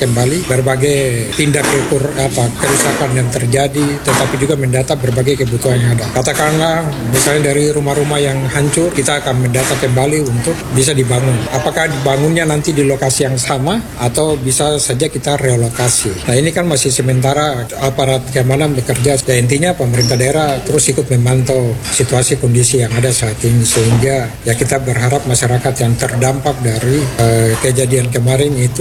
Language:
Indonesian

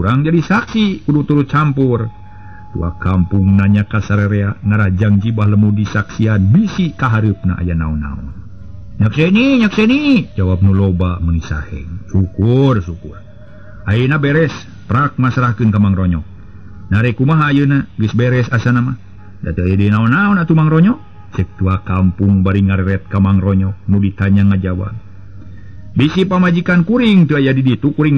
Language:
Sundanese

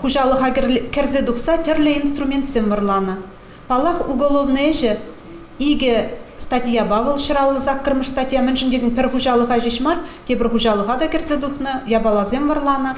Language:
Chuvash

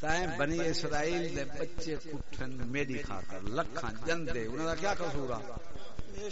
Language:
Saraiki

